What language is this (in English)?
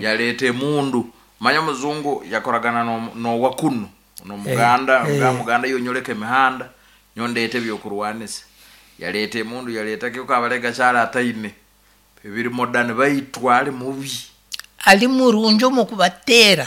Nyankole